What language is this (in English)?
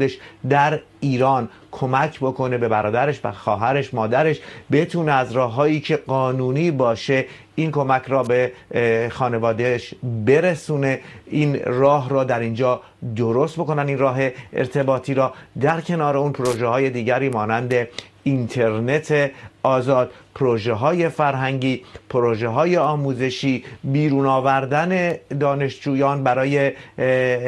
Persian